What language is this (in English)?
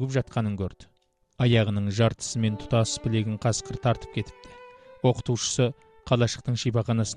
Kazakh